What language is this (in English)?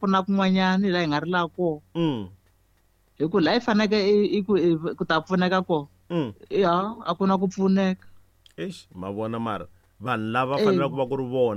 Tsonga